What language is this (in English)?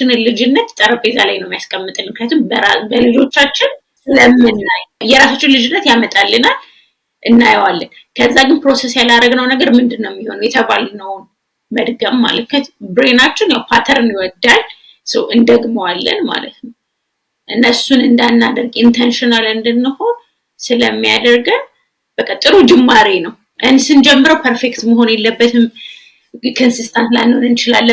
Amharic